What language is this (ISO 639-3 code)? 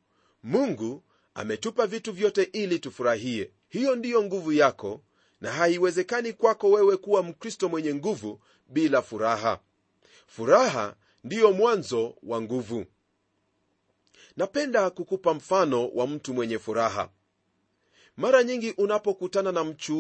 swa